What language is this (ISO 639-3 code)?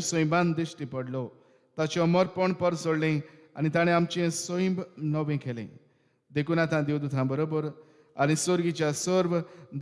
kok